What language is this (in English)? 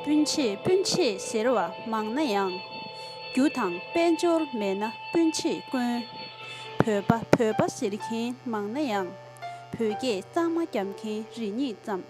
Tibetan